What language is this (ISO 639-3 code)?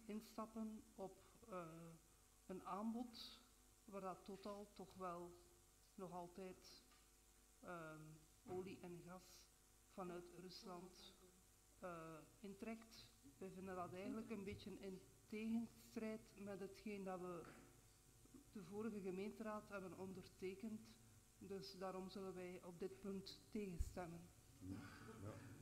nld